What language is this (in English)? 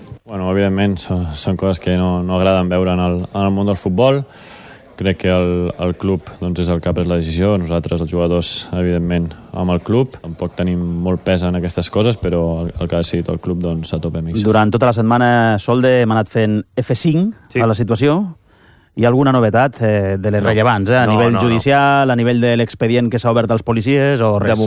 Catalan